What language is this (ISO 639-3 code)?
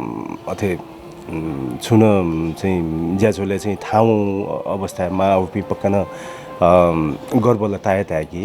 new